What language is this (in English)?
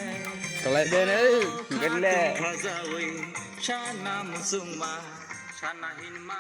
Kok Borok